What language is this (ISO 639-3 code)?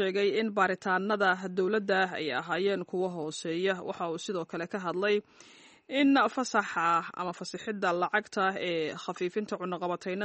som